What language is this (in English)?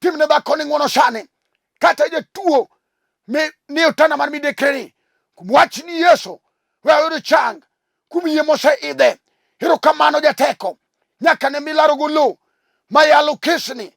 Luo (Kenya and Tanzania)